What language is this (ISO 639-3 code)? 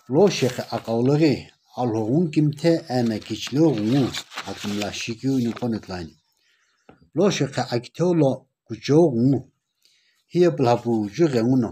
nsm